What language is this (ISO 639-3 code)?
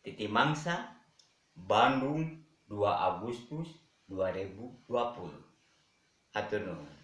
sun